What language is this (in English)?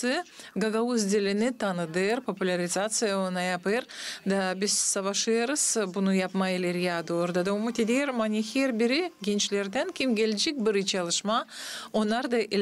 Gagauz